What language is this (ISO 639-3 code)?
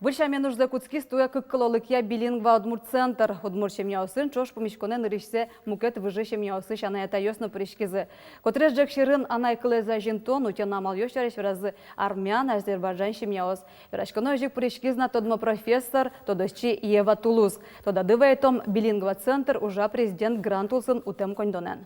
udm